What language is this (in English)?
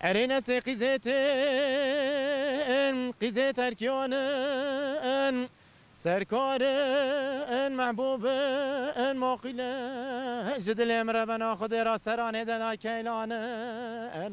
Kurdish